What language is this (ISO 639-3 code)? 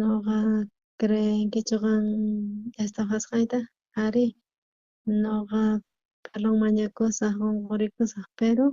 quh